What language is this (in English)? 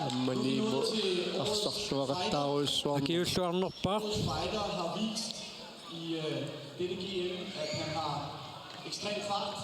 Kalaallisut